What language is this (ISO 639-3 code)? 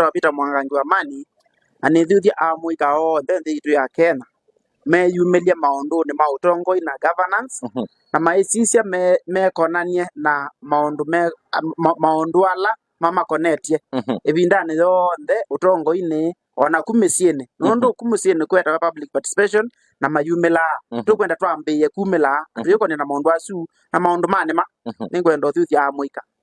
kam